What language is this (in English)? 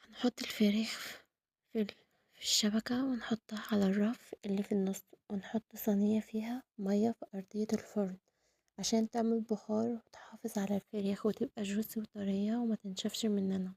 Egyptian Arabic